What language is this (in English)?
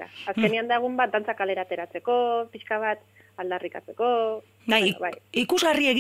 Basque